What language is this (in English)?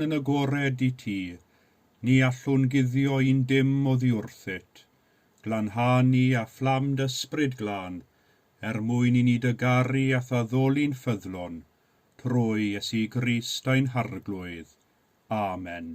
Welsh